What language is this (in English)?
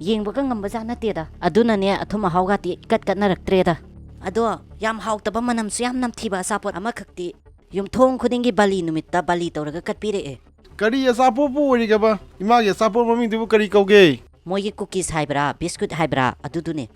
Manipuri